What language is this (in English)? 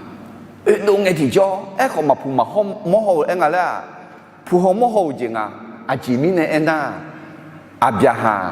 Akha